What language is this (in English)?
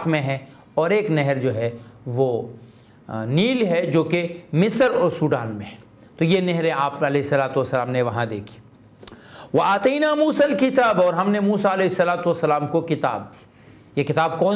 Urdu